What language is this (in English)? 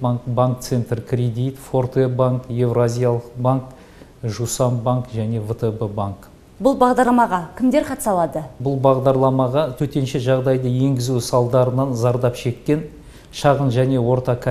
Kazakh